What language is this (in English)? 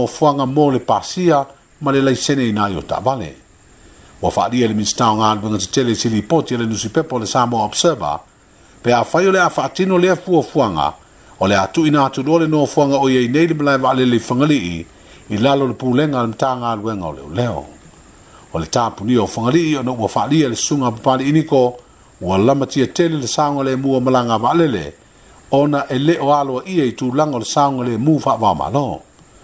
Samoan